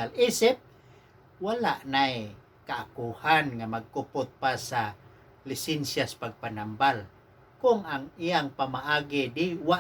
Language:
Cebuano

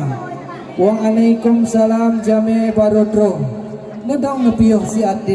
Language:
Achinese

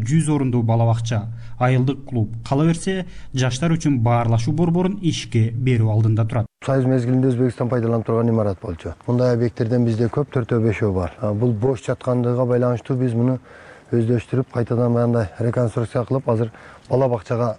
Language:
Kyrgyz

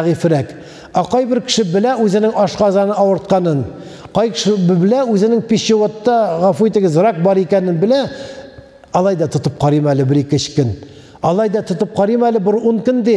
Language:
Tatar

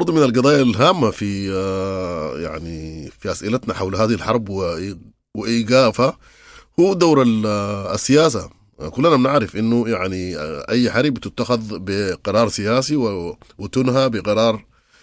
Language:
Sudanese Arabic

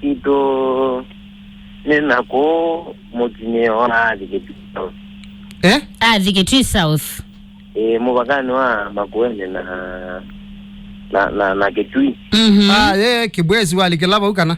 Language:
Kamba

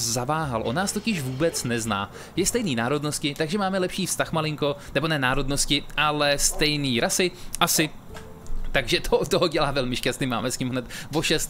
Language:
Czech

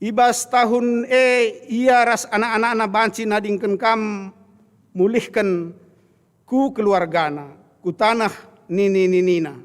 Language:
Batak Karo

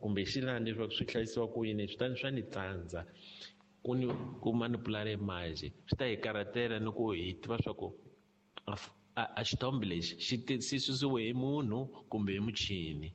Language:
Tsonga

